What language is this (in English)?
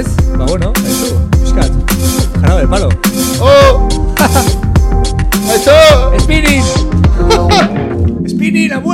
Basque